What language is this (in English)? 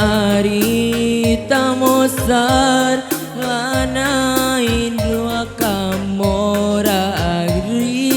Batak Karo